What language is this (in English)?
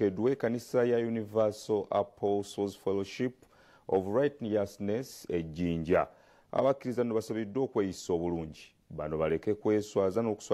Ganda